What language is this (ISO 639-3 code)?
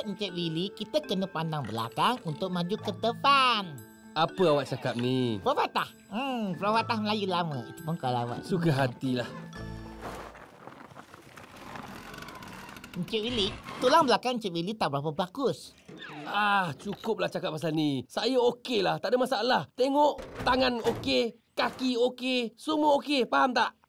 msa